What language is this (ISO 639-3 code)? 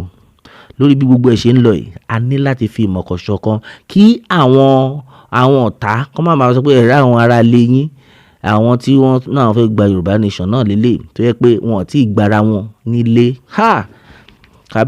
yor